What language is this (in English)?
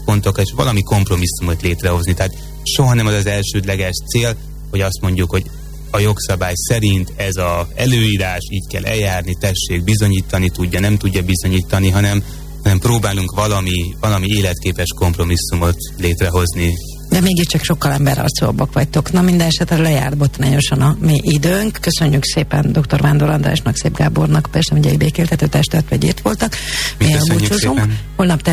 Hungarian